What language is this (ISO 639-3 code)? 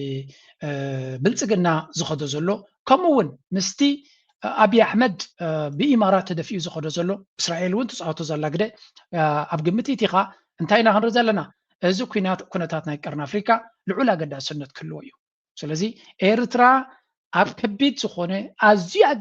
tir